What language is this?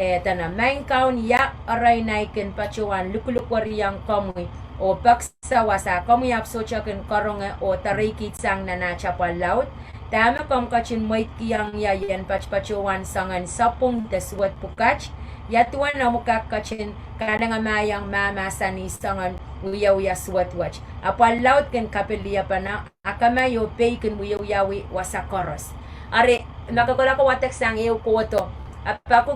Pohnpeian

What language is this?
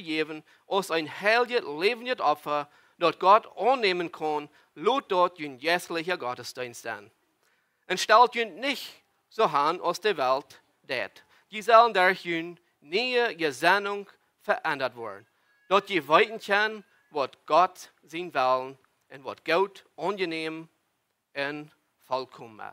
Plautdietsch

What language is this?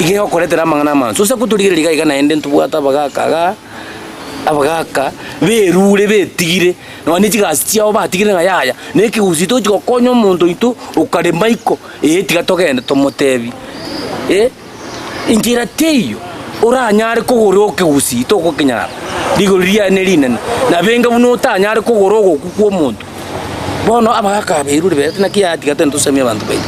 Gusii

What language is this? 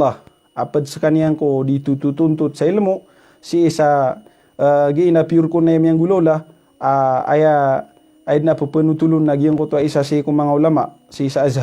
Maranao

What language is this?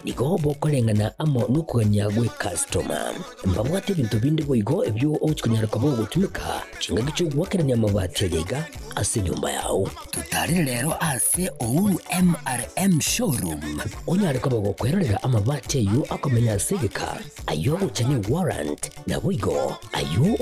Gusii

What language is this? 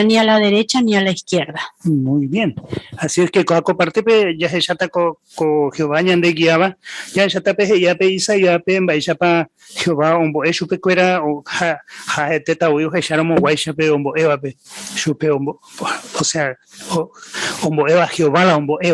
Guarani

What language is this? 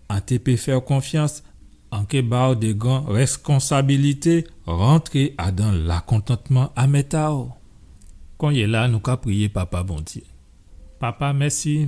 Guadeloupean Creole French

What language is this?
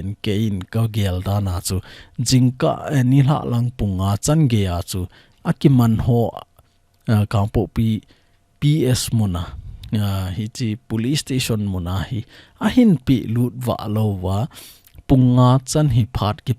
Thado Chin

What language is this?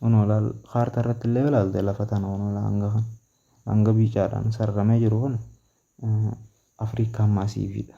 Oromo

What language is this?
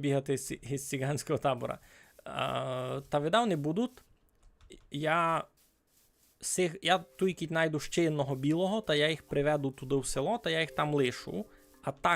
Rusyn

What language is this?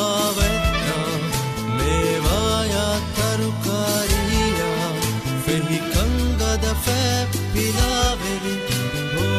Divehi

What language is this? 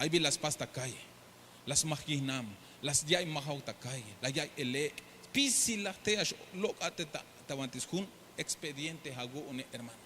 Tzeltal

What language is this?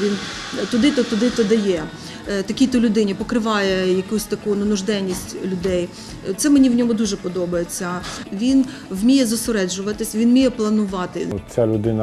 Ukrainian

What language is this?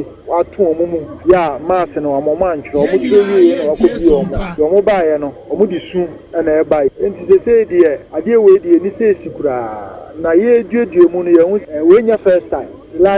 Akan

